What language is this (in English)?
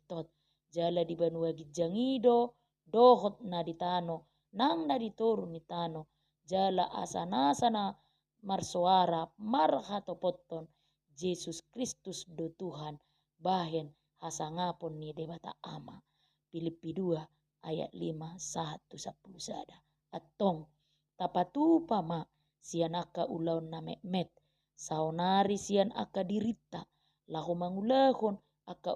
Batak Toba